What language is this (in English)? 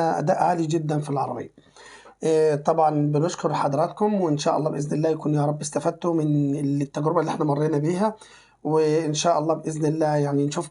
Egyptian Arabic